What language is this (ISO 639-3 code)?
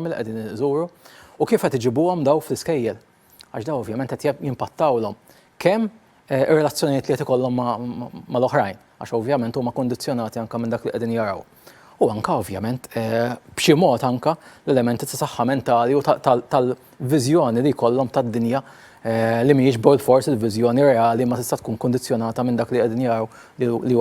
mlt